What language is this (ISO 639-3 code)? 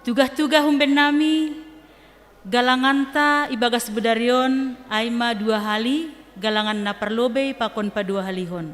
bts